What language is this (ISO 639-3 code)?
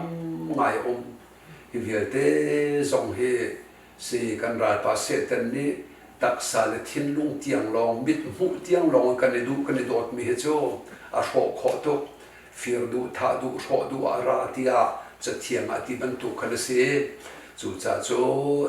cnh